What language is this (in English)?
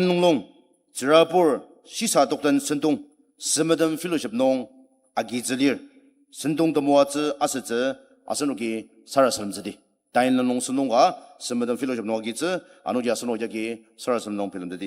Ao Naga